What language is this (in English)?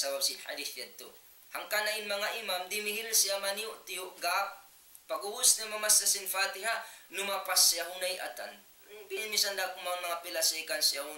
Tausug